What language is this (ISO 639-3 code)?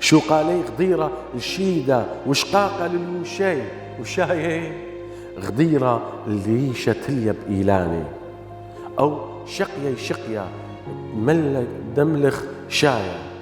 aii